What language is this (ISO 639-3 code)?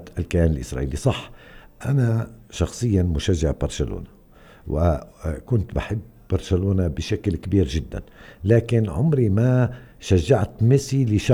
apc